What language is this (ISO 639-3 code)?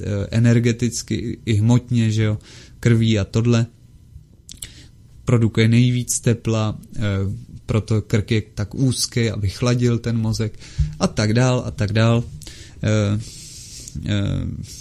ces